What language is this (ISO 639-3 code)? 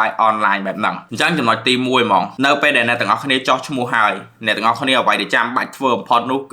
khm